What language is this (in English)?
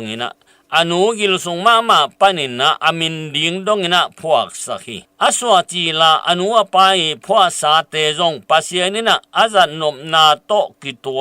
Tedim Chin